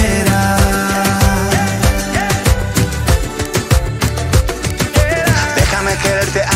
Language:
Spanish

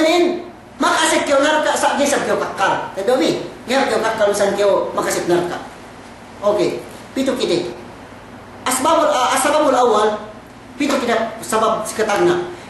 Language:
Yakan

